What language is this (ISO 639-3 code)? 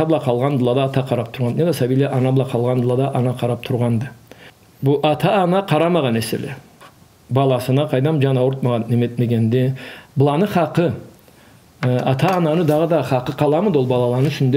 krc